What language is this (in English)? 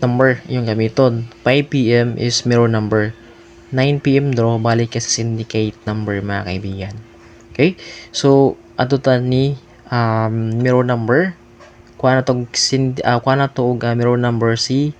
Cebuano